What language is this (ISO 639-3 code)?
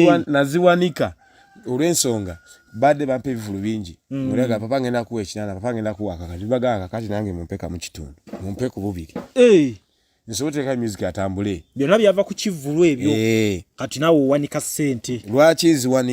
lug